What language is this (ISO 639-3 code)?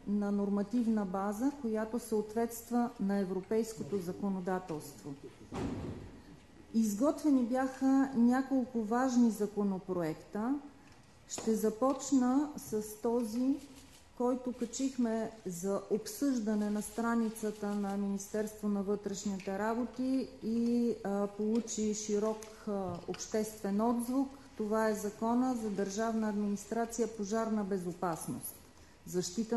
bul